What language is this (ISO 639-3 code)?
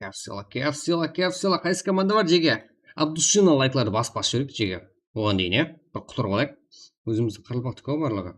kaa